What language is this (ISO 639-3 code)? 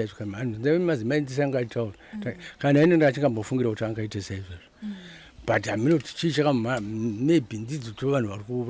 sna